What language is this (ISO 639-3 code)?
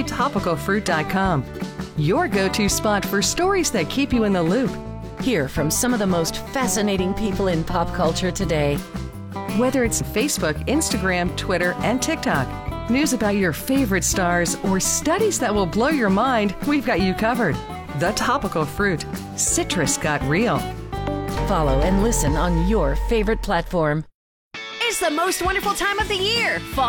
eng